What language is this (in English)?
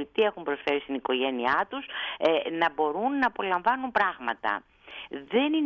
Greek